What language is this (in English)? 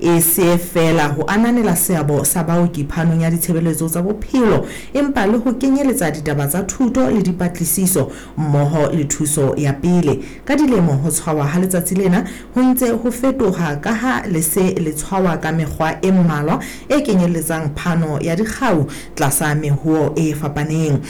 Southern Sotho